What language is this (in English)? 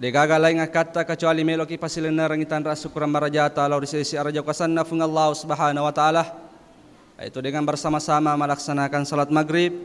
Buginese